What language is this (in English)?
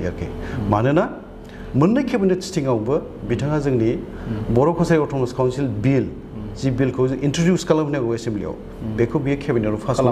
Bodo